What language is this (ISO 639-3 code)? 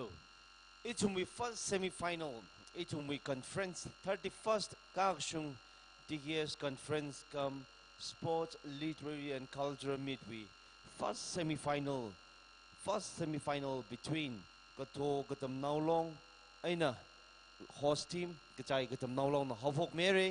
nmf